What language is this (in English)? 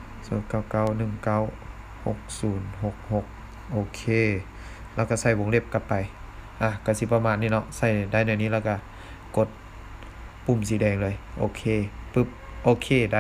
Lao